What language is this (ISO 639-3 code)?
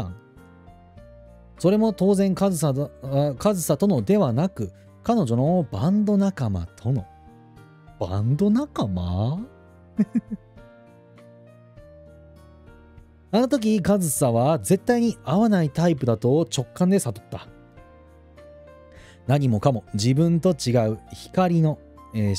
jpn